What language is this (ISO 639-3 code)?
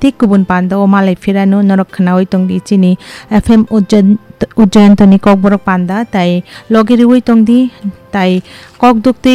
trp